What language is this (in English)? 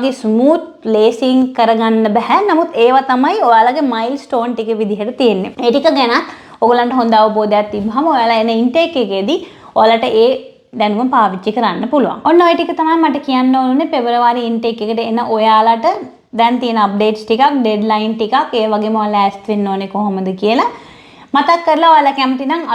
Sinhala